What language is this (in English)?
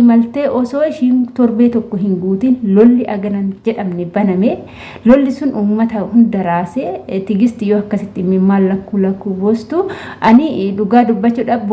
Oromo